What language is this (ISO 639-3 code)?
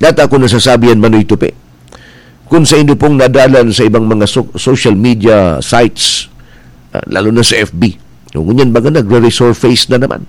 bik